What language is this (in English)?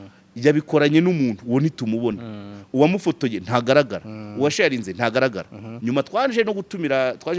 Kinyarwanda